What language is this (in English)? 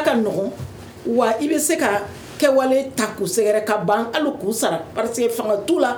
Bambara